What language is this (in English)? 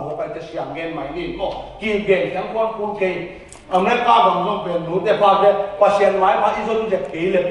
Tedim Chin